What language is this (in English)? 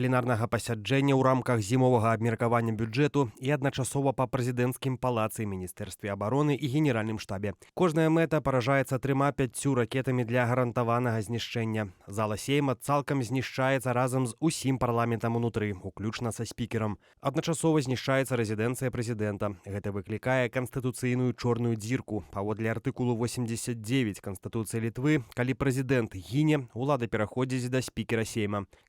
Belarusian